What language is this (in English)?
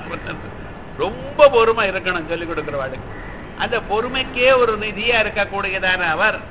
Tamil